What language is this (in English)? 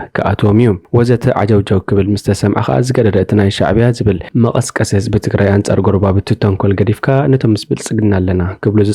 Tigrinya